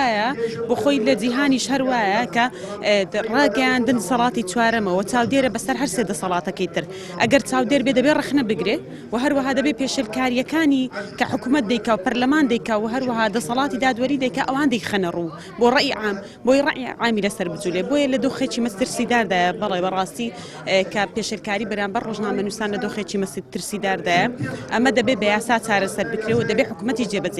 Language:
Central Kurdish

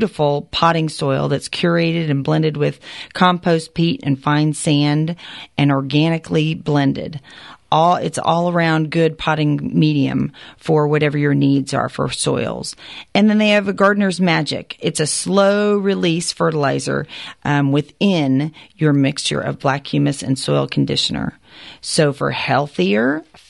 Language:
English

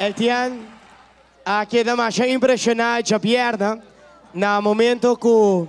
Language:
Papiamento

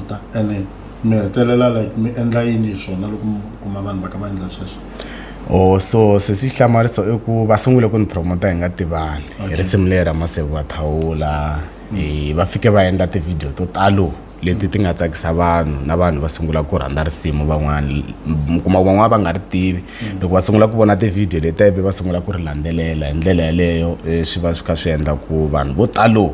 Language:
Tsonga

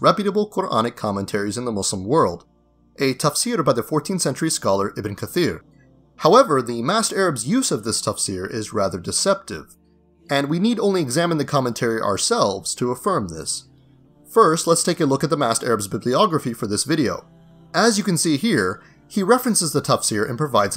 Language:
English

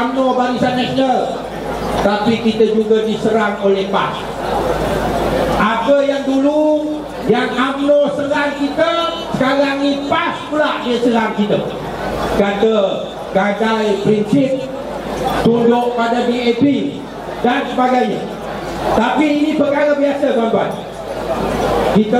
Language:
Malay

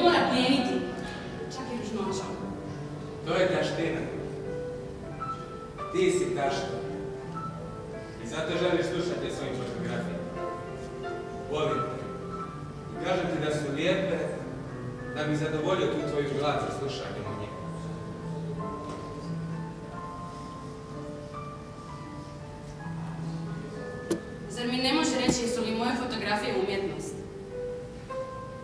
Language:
Croatian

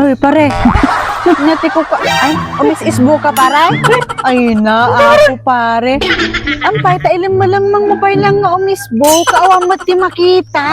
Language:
Iloko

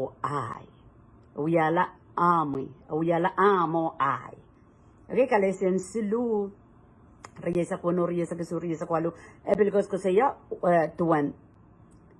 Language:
Pohnpeian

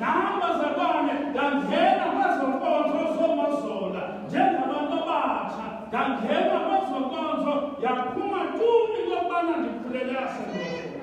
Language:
Xhosa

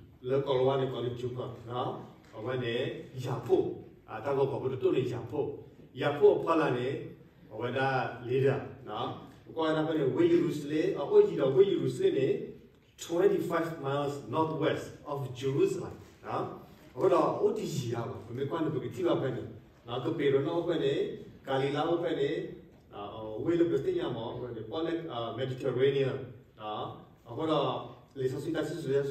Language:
S'gaw Karen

